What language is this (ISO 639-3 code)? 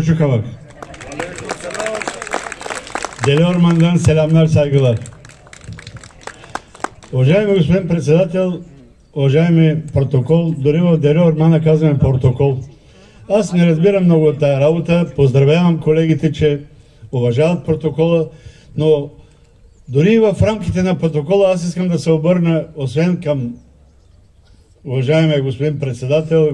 bul